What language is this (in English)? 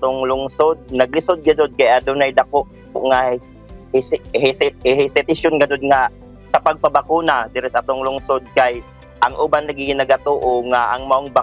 Cebuano